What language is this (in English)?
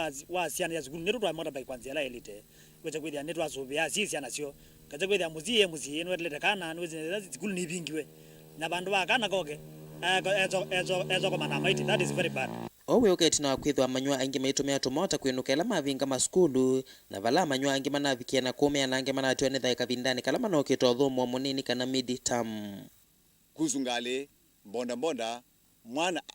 Kamba